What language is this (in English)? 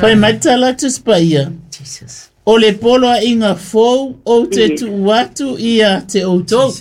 Samoan